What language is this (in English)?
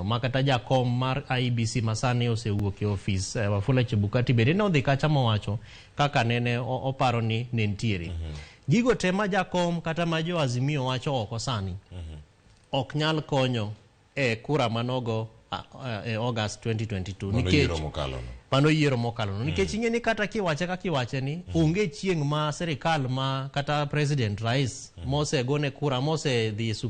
Luo (Kenya and Tanzania)